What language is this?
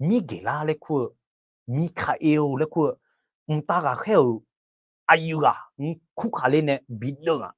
Akha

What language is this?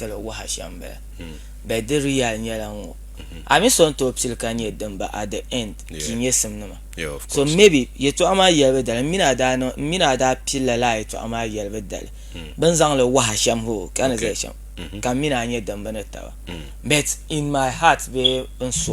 Dagbani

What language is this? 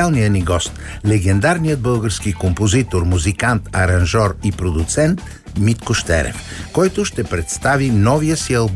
Bulgarian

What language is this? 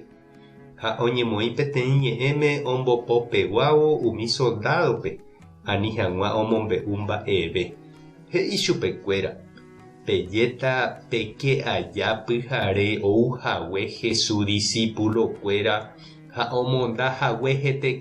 Guarani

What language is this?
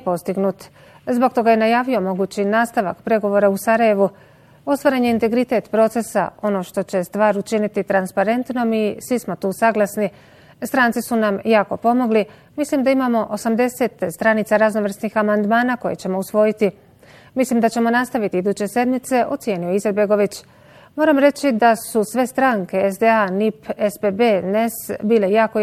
Bosnian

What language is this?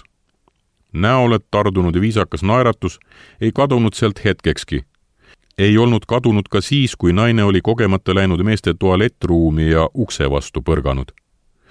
Estonian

